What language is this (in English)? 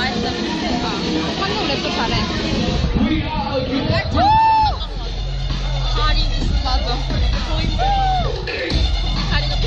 Korean